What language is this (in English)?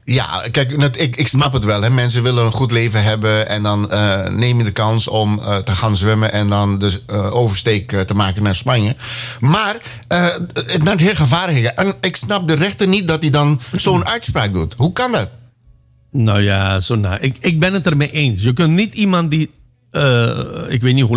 Dutch